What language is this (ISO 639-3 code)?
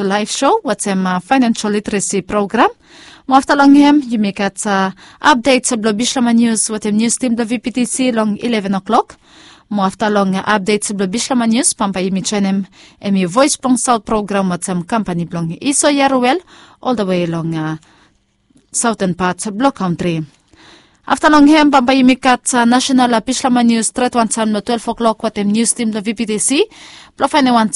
bis